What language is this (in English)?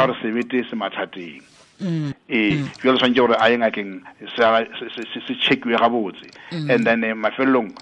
Northern Sotho